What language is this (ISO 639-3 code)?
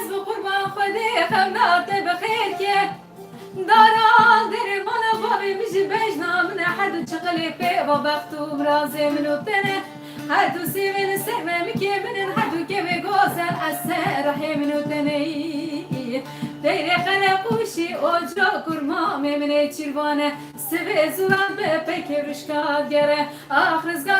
kur